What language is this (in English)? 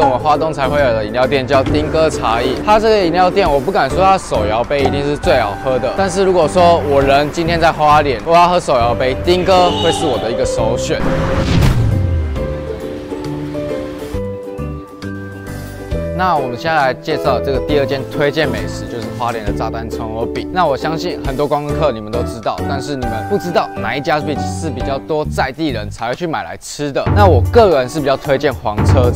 Chinese